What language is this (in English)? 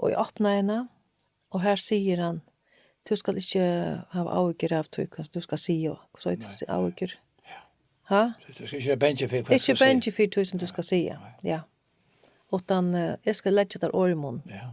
Faroese